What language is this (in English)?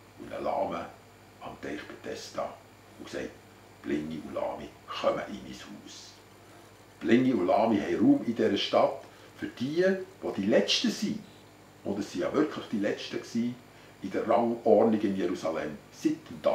Swiss German